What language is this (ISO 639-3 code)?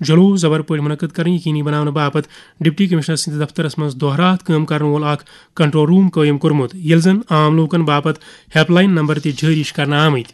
kas